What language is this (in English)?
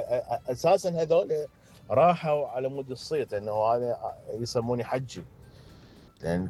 Mesopotamian Arabic